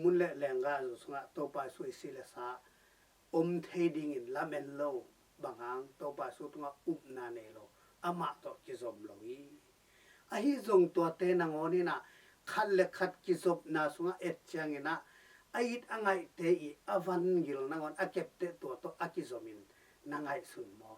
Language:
Tedim Chin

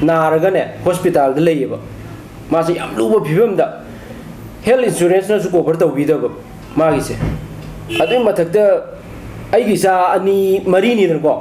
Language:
Manipuri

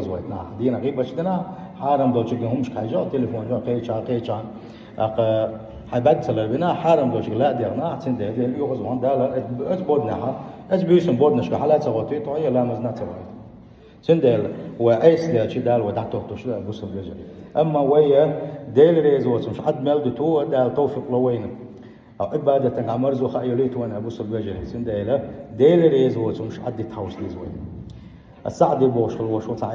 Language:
Chechen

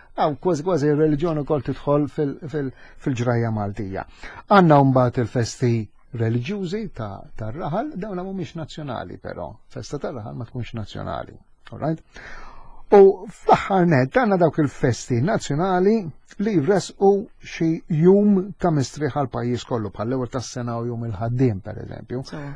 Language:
Maltese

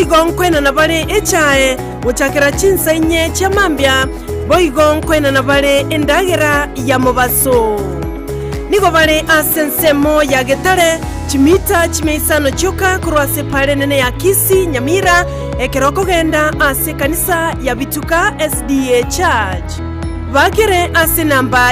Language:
Gusii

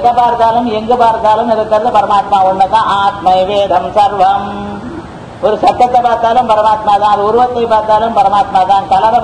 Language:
Tamil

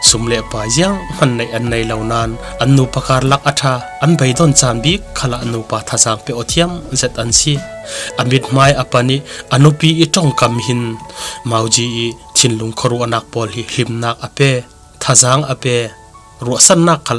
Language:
Falam Chin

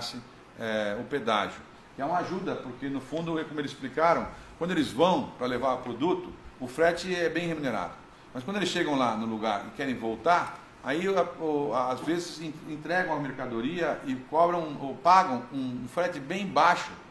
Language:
Portuguese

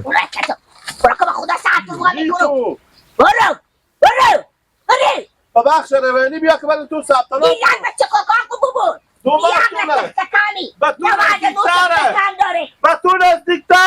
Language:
Hazaragi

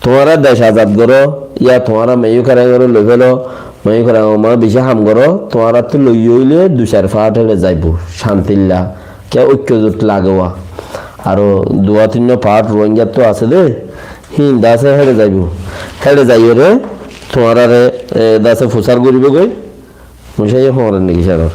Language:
Rohingya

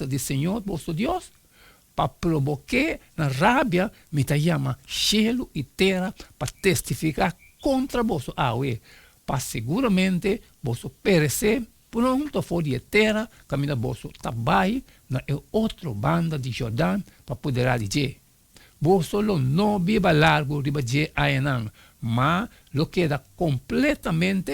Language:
Papiamento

